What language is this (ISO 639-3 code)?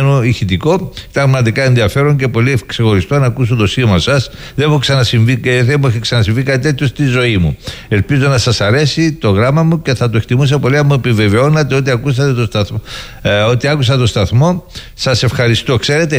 ell